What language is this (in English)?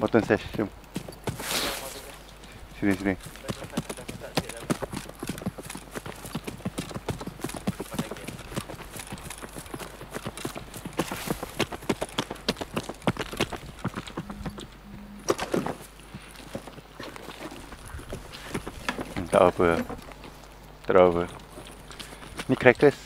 Malay